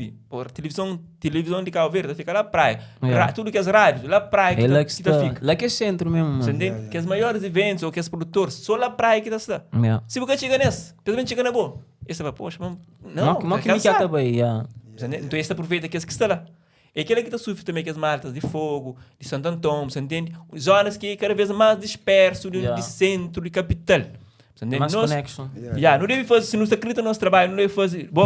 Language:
Kabuverdianu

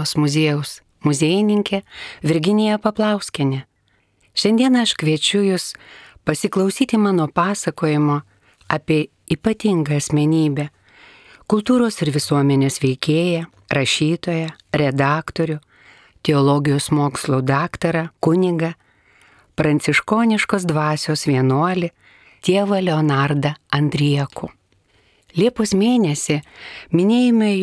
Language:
Lithuanian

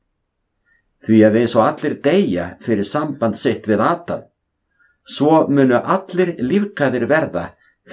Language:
Icelandic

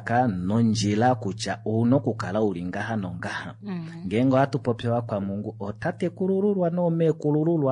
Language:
Kuanyama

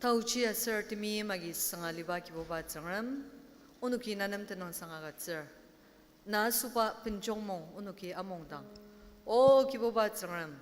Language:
Ao Naga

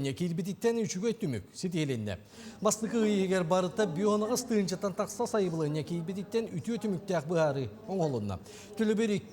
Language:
Yakut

